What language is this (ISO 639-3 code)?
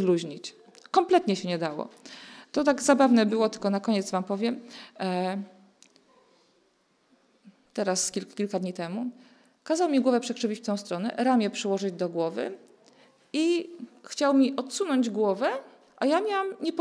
pol